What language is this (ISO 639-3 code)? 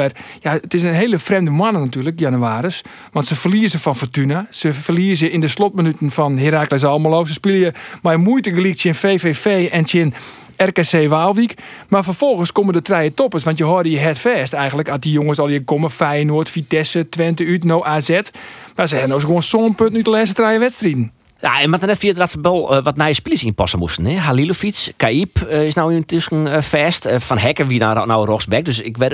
fry